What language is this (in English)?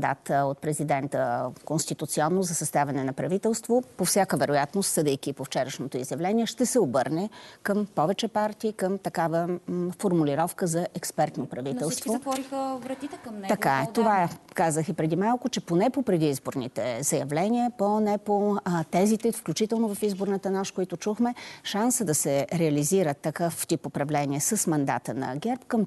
Bulgarian